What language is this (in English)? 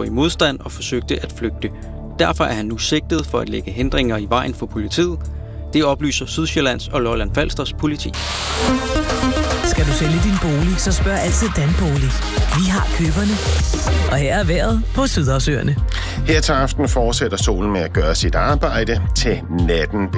Danish